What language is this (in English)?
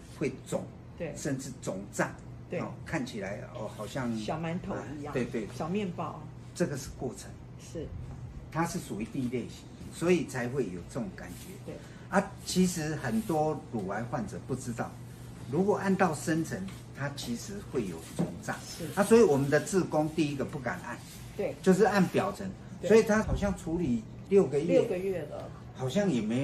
Chinese